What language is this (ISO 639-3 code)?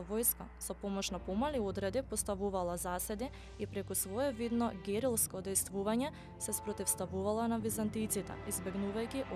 mkd